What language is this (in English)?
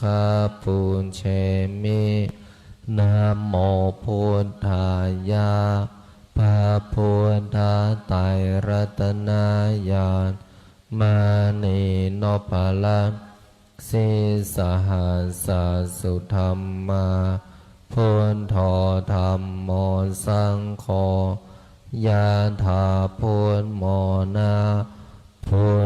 Pali